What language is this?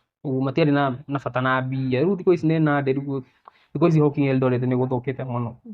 Kikuyu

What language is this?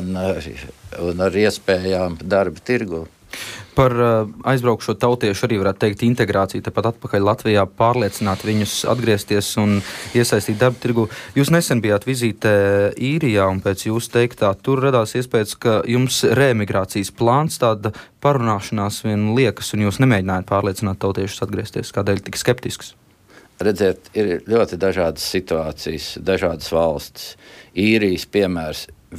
Latvian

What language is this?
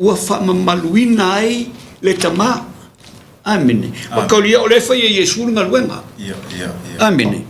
Samoan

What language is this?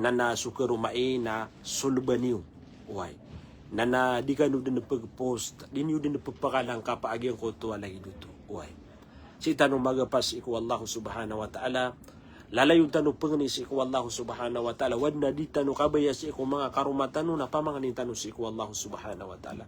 Maranao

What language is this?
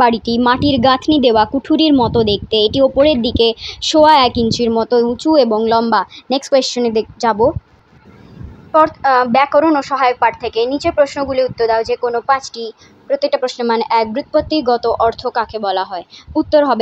Bangla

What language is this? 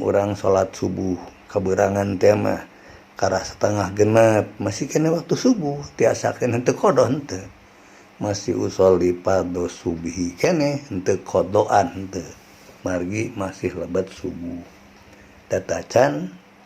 Sundanese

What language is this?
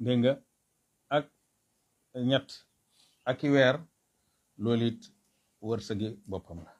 Wolof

